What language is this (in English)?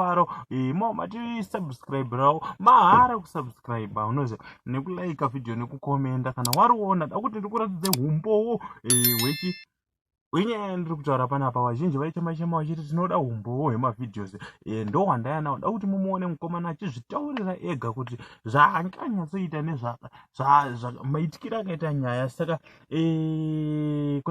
Shona